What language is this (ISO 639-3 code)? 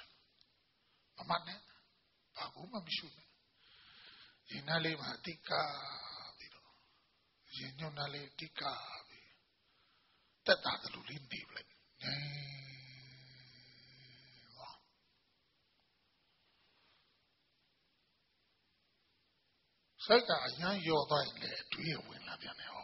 mya